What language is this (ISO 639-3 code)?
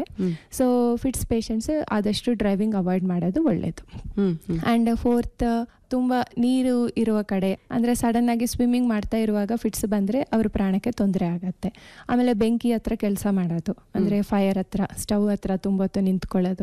kan